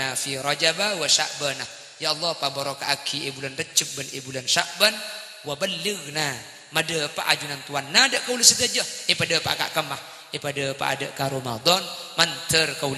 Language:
Madurese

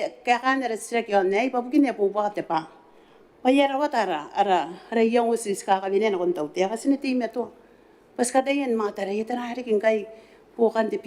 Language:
Gilbertese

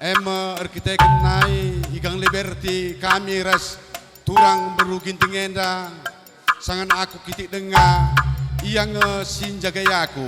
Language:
Batak Karo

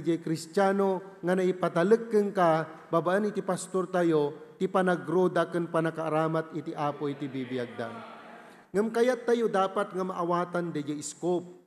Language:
Iloko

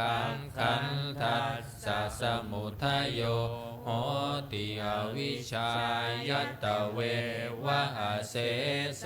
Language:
Pali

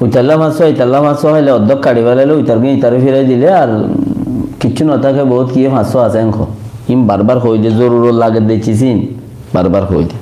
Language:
Rohingya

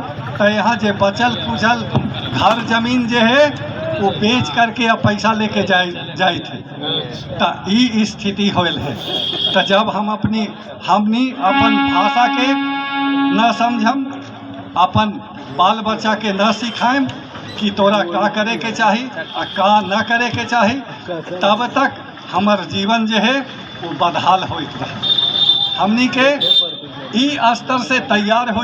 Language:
Magahi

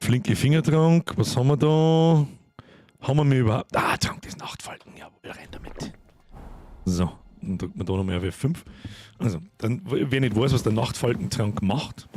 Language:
Bavarian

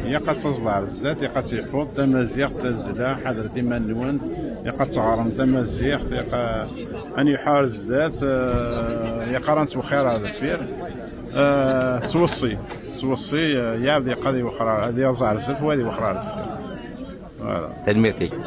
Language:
Kabyle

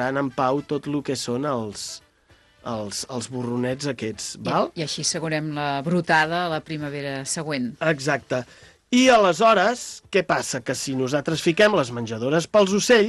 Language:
Catalan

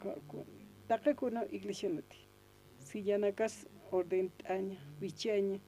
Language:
Aymara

